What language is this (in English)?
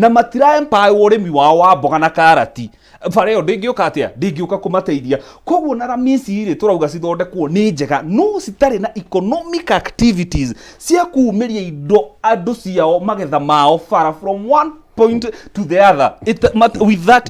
Kikuyu